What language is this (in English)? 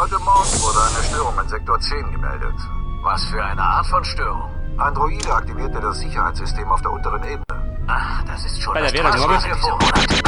Bavarian